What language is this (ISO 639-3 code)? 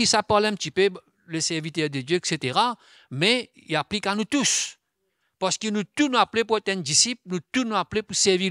mfe